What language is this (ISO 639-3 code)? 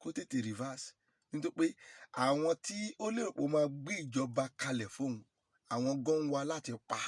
yor